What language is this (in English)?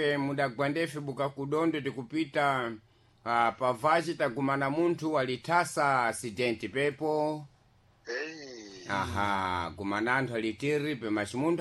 Sena